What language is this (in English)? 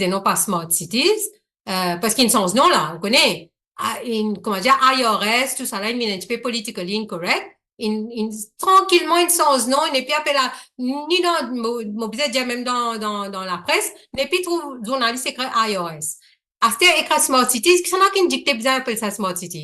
Morisyen